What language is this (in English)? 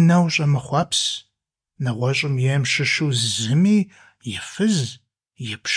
Kabardian